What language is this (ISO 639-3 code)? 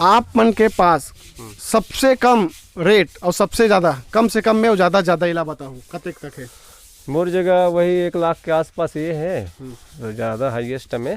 hne